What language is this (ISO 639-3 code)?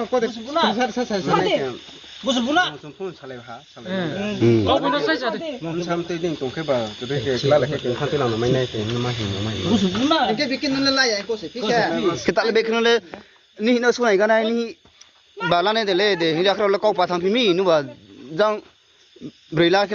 trp